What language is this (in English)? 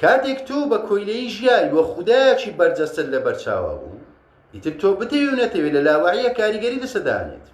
Central Kurdish